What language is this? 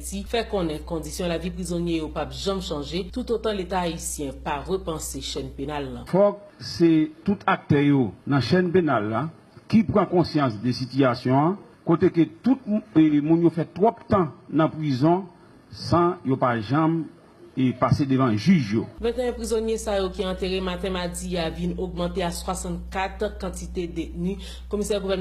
Haitian Creole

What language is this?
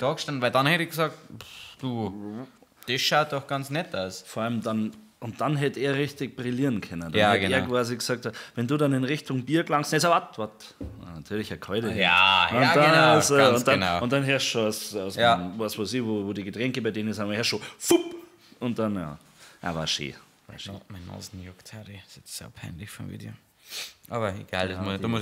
Bavarian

